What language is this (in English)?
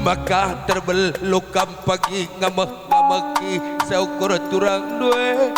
Batak Karo